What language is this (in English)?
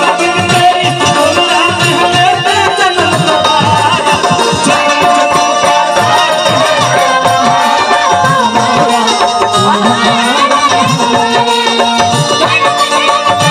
Bhojpuri